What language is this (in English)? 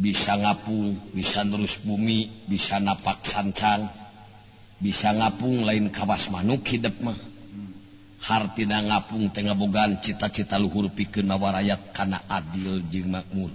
Sundanese